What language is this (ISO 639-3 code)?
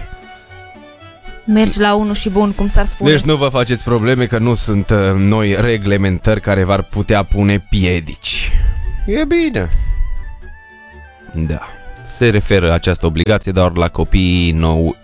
ron